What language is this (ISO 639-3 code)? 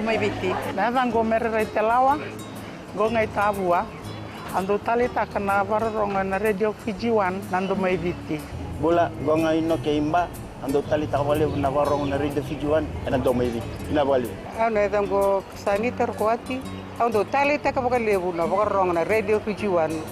fij